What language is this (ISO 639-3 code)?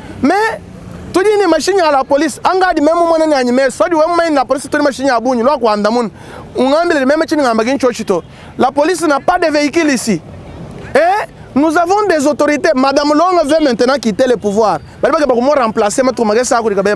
lua